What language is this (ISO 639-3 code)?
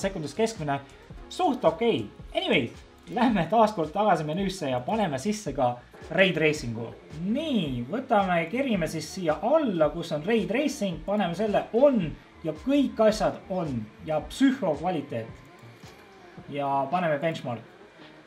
est